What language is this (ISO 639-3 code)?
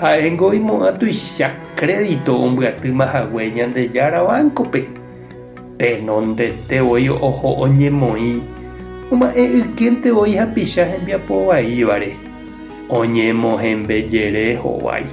grn